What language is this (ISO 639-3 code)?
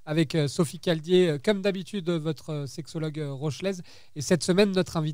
fra